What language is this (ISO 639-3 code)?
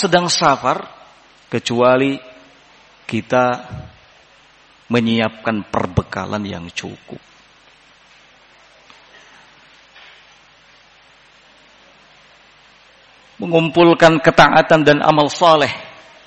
ind